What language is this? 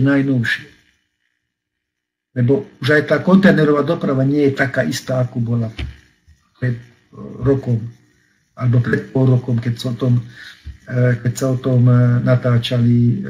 Slovak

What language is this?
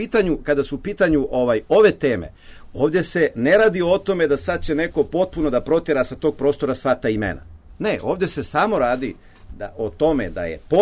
Serbian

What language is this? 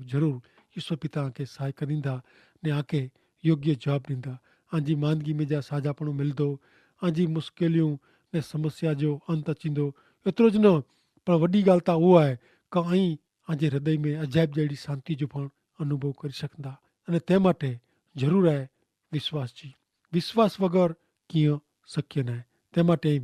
Kachhi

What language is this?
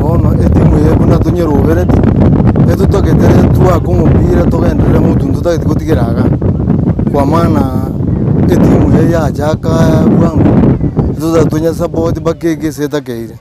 Gusii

